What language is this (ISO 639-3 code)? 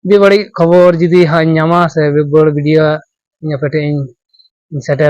sat